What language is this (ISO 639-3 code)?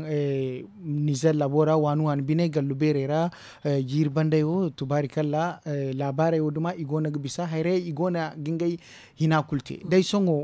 dje